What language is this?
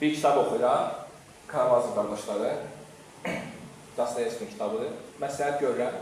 Azerbaijani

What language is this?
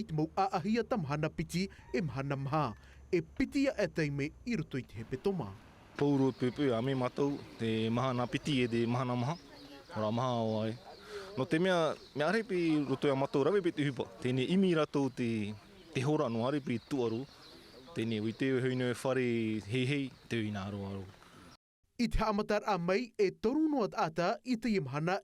Tahitian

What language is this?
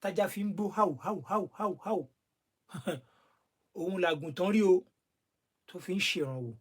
Yoruba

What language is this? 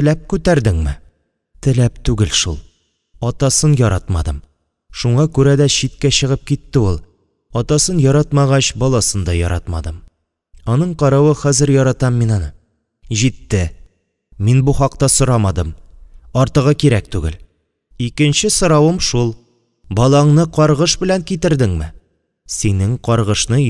Tatar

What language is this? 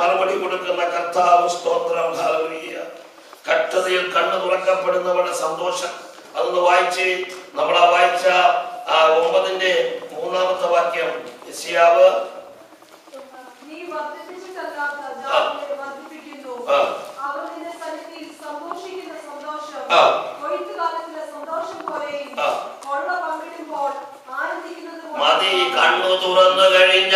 Malayalam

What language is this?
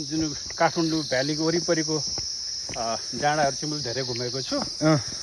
Nepali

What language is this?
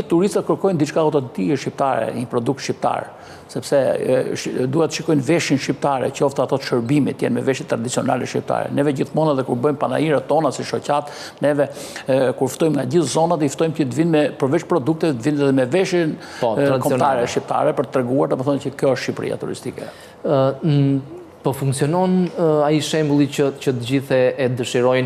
Albanian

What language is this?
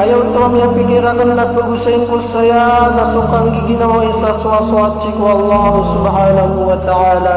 Maranao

